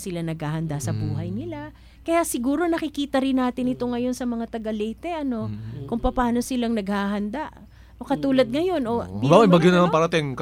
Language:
Filipino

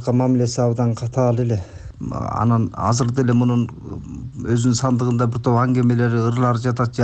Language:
Kyrgyz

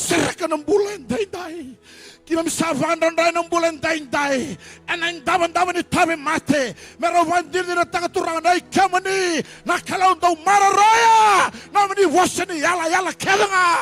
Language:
Fijian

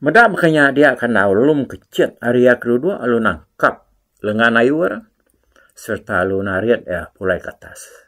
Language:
Iban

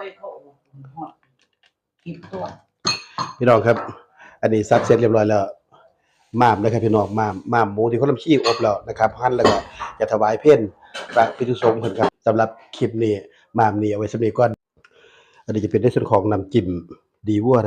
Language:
Northeastern Thai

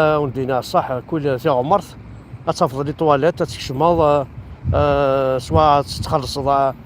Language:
Kabyle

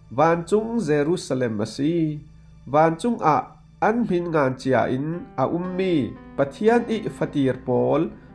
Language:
Falam Chin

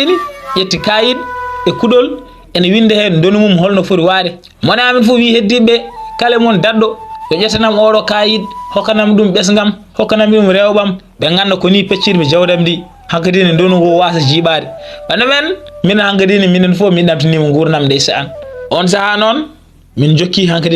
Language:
Fula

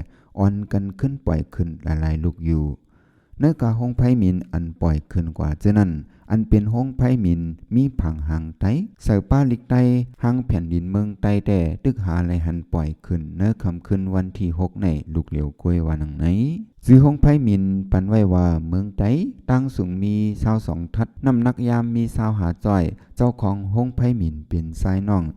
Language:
Shan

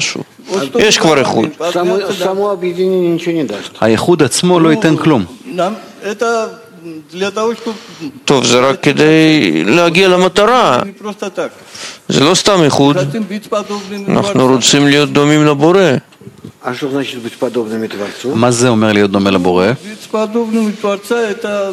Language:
Hebrew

